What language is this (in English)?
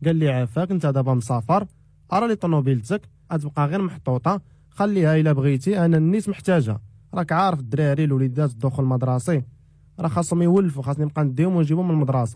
Moroccan Arabic